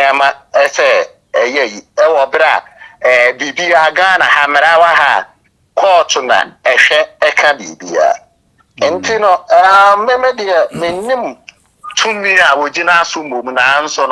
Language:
Akan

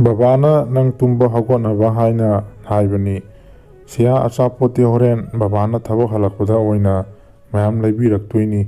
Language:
Manipuri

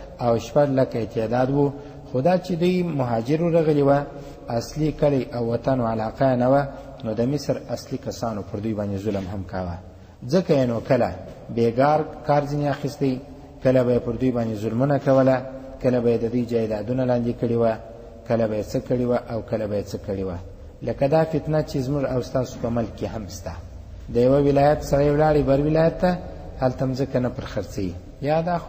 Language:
Pashto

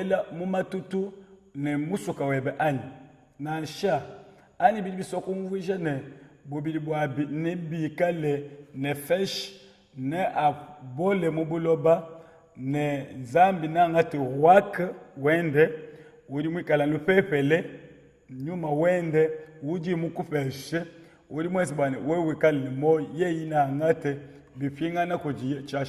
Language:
Luba-Lulua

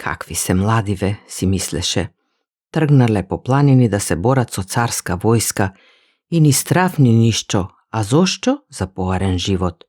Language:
Macedonian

